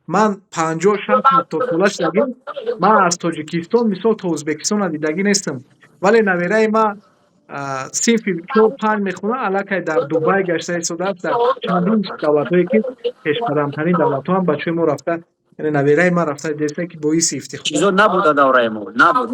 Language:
Tajik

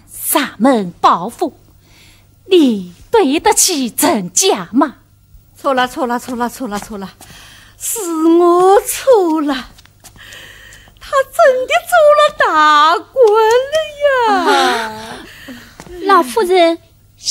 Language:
Chinese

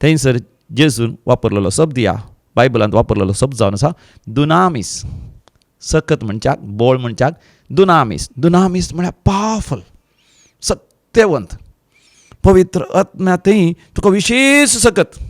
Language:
Konkani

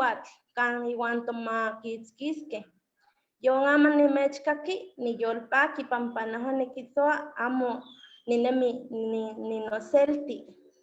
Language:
Eastern Huasteca Nahuatl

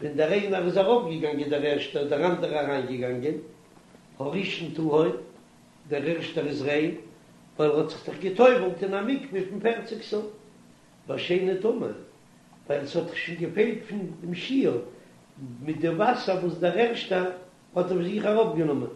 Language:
Yiddish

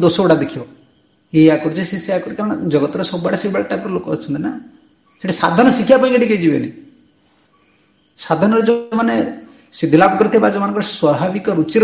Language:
Odia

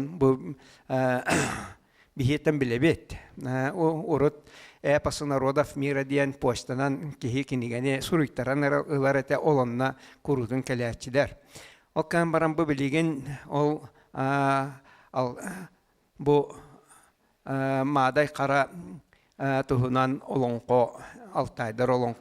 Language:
Yakut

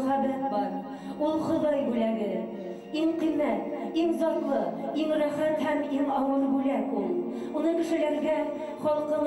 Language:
Bashkir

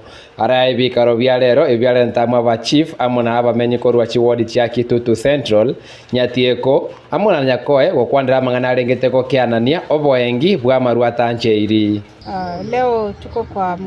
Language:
Gusii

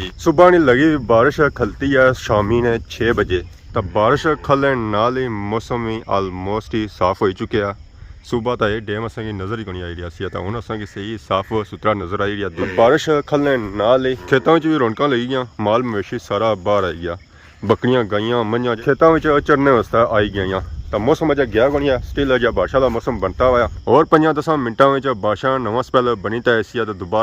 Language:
Pahari-Potwari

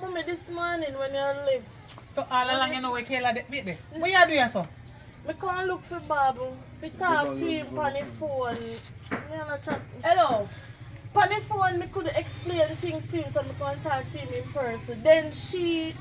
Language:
Jamaican Creole English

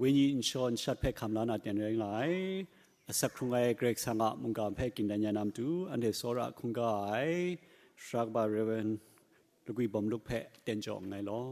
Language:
Kachin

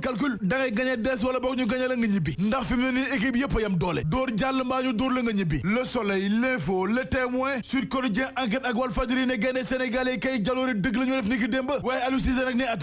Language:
Wolof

